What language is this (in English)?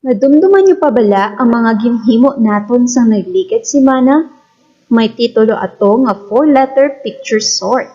Hiligaynon